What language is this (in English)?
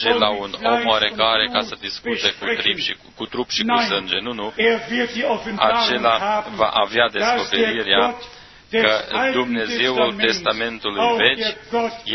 Romanian